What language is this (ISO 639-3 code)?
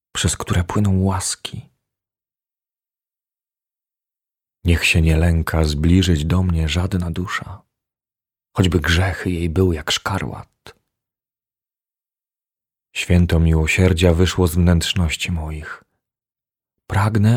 pol